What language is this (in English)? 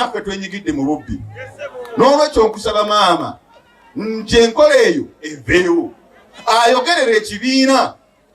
Ganda